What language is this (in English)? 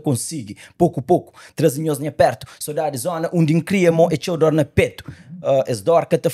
Kabuverdianu